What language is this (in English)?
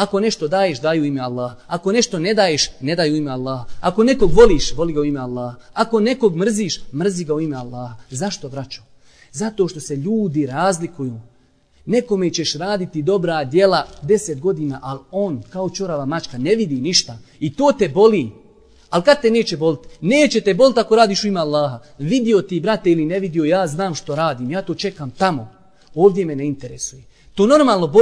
Bosnian